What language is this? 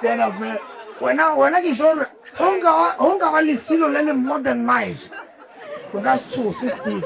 Northern Sotho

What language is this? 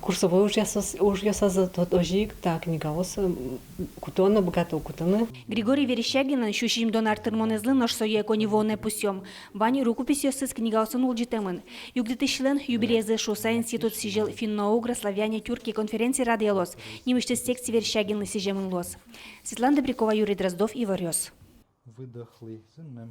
Udmurt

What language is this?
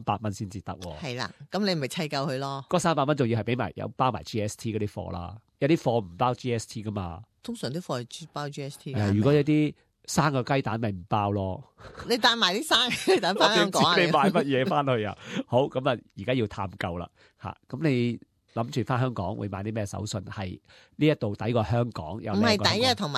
Cantonese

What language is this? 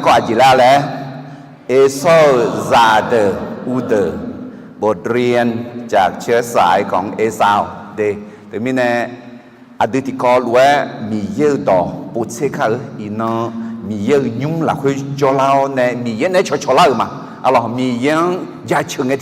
Akha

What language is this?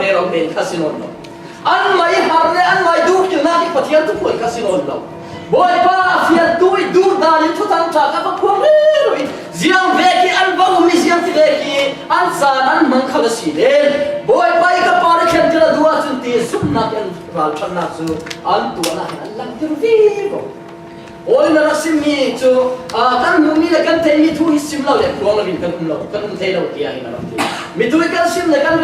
Falam Chin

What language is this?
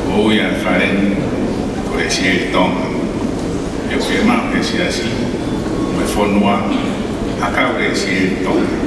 Tongan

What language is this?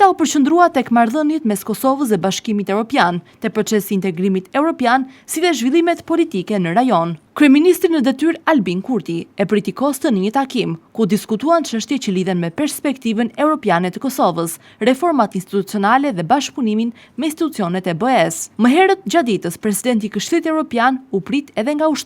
Albanian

